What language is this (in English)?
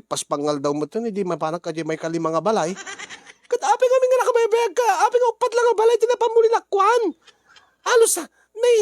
Iloko